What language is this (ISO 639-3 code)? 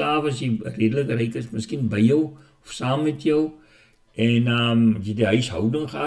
afr